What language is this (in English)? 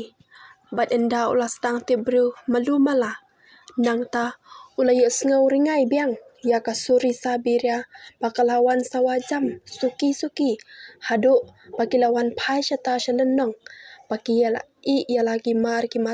Khasi